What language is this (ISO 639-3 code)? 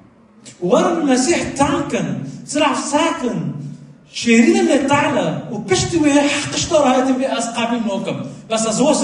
kur